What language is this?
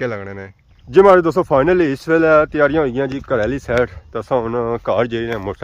Pahari-Potwari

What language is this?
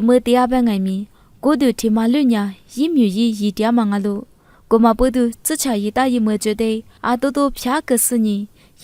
Lisu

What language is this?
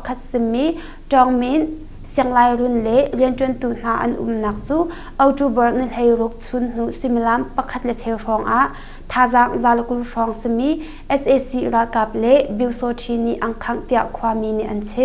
Hakha Chin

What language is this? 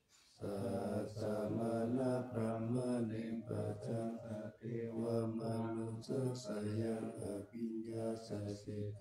Pali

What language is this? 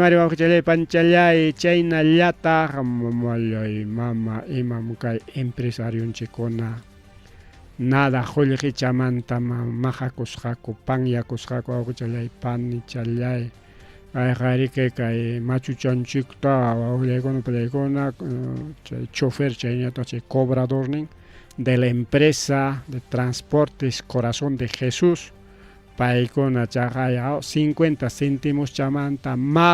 Ayacucho Quechua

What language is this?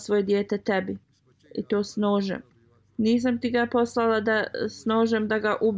Bosnian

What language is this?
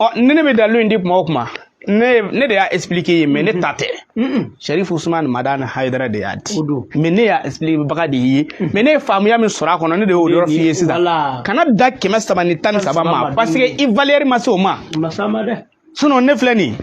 Bambara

